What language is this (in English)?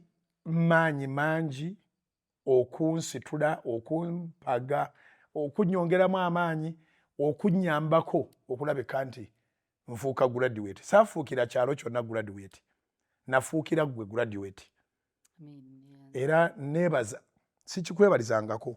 Ganda